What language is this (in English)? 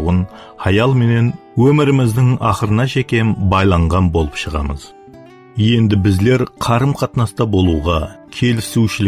Kara-Kalpak